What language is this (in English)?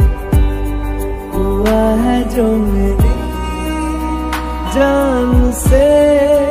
Hindi